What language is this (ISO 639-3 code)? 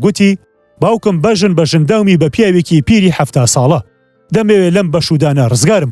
ckb